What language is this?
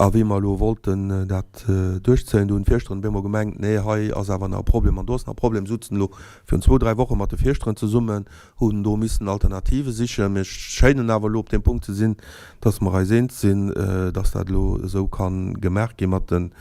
Luxembourgish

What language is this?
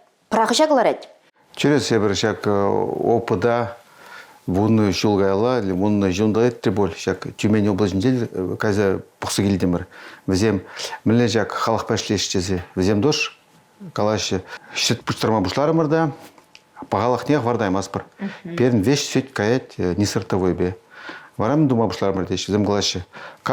Chuvash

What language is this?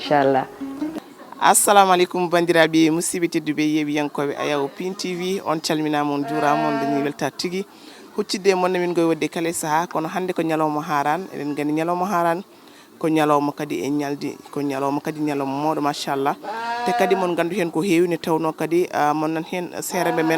Fula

